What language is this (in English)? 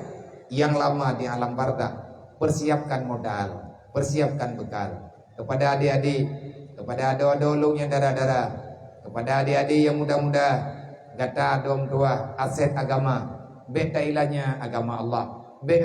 Achinese